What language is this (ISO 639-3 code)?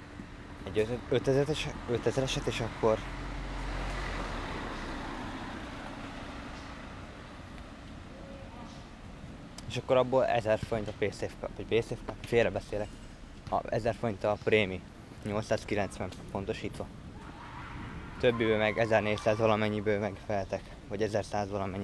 hun